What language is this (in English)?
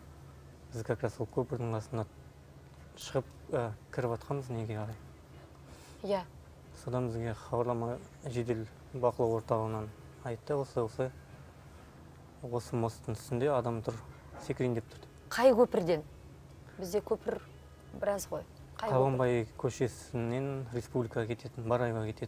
Kazakh